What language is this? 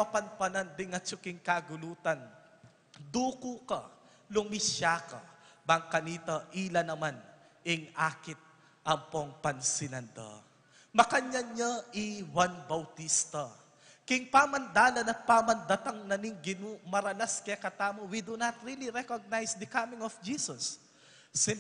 Pampanga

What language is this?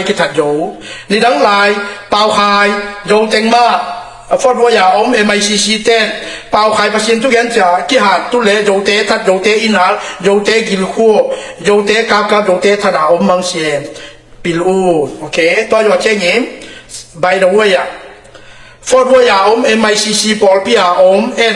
Tedim Chin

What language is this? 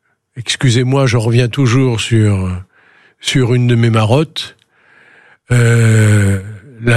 French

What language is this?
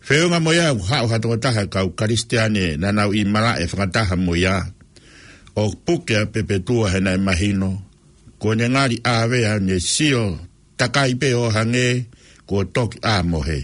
Tongan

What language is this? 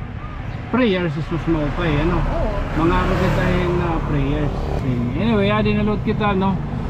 Waray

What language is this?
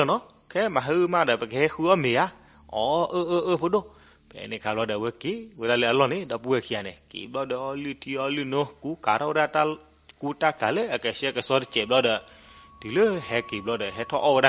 S'gaw Karen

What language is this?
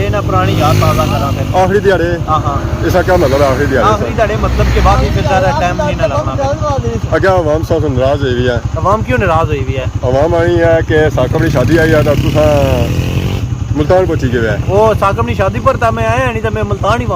Pahari-Potwari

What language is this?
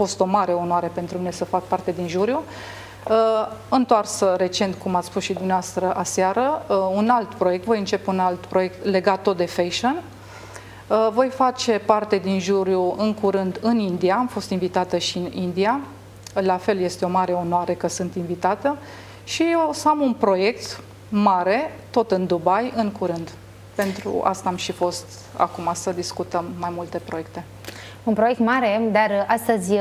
Romanian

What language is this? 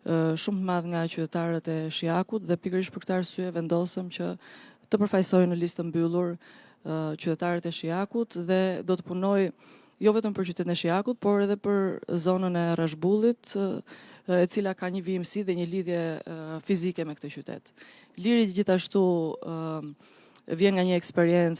Albanian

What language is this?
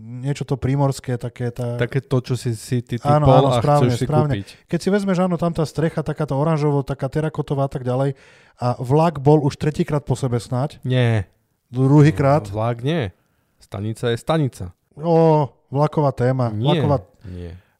Slovak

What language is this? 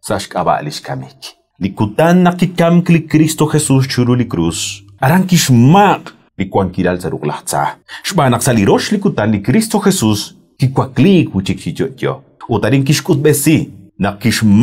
Kekchí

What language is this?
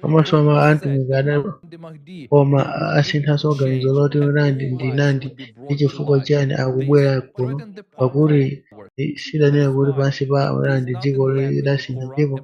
Nyanja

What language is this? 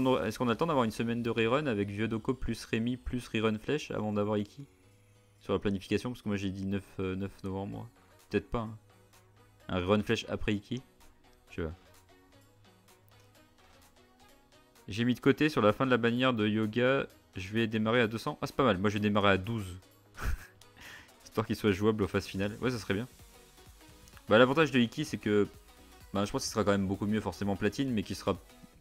French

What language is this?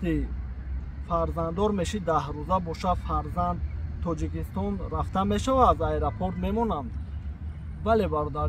Tajik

